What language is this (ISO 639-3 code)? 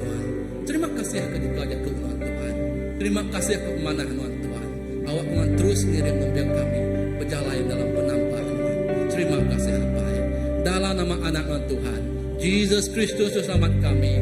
iba